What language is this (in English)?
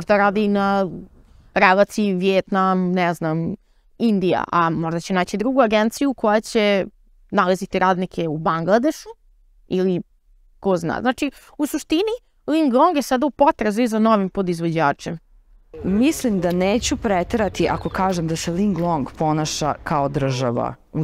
Serbian